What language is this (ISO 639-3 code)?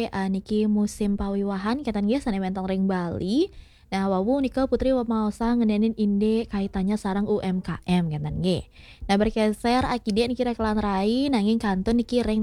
ban